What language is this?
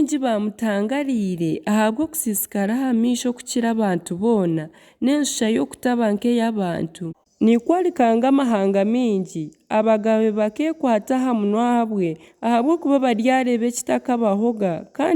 Nyankole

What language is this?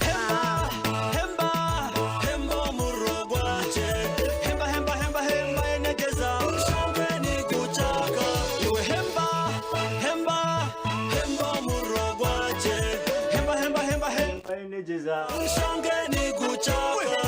Nyankole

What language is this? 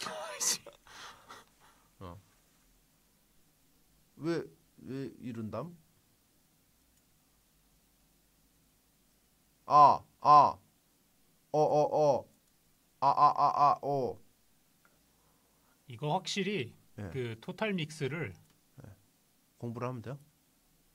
Korean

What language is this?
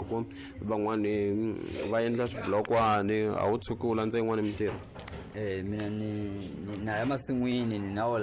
Tsonga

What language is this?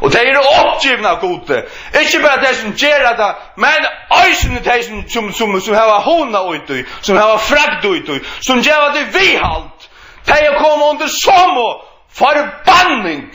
Faroese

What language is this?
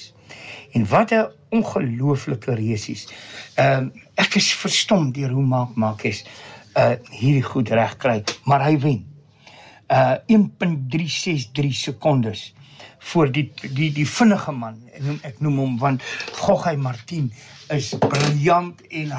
Afrikaans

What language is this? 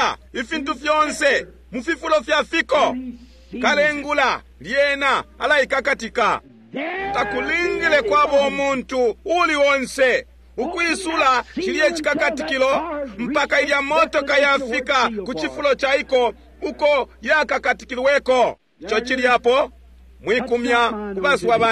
Bemba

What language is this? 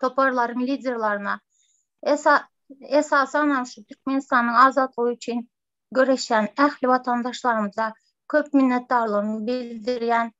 Turkmen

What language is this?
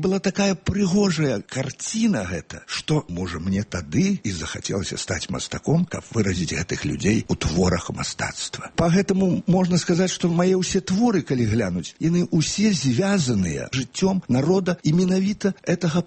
Belarusian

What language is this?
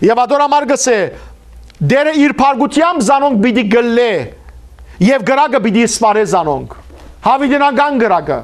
Western Armenian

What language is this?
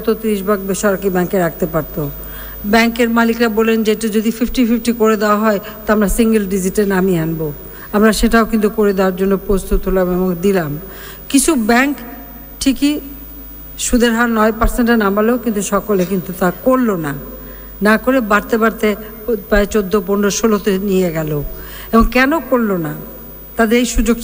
Bangla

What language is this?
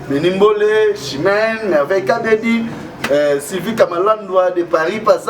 Lingala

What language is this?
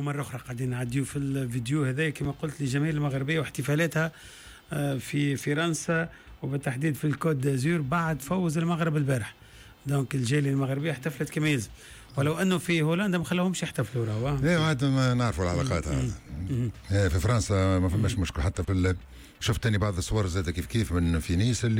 Tunisian Arabic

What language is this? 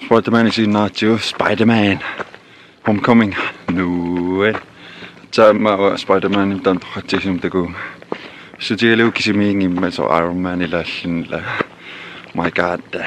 Kalaallisut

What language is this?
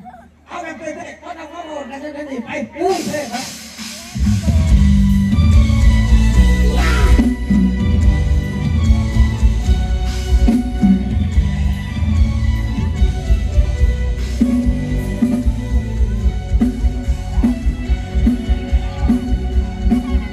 Thai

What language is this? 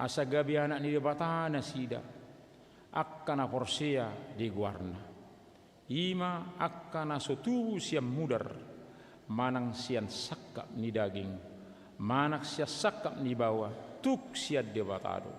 Batak Toba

